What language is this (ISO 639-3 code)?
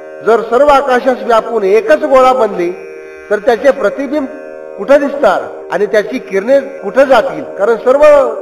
mar